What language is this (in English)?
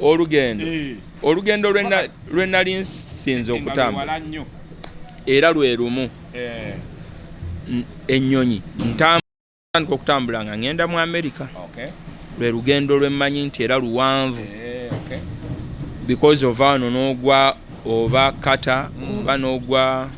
Ganda